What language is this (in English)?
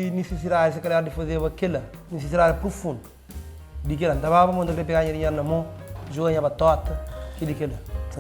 Kabuverdianu